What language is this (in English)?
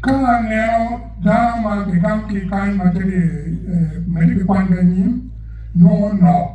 Acoli